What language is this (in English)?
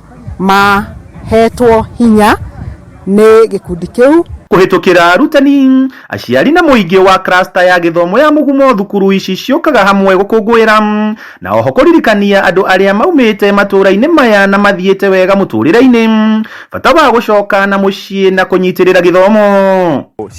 Kikuyu